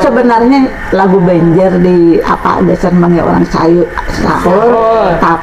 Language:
Banjar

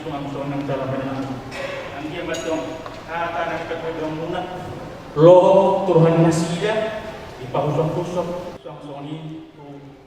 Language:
Batak Toba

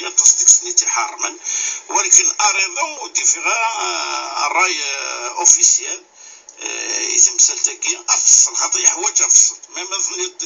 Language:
Kabyle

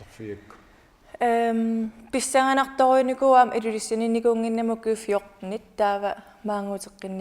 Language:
Kalaallisut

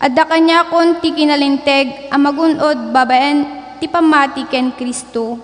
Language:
Iloko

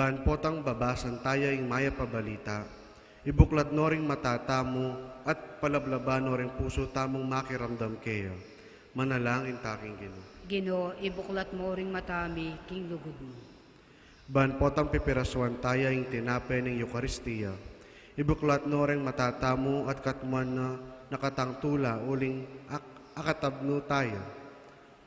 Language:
Pampanga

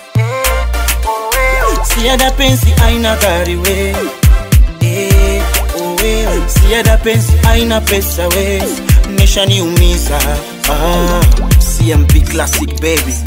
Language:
Swahili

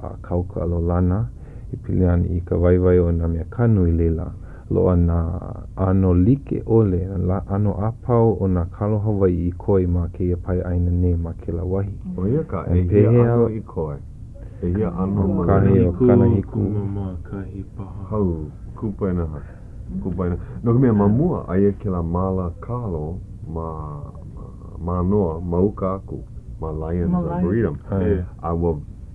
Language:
Hawaiian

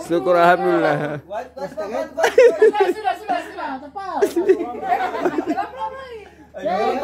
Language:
Ambonese Malay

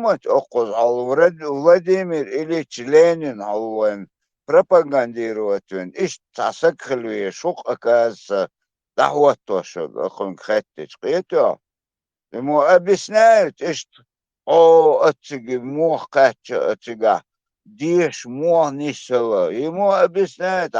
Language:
Chechen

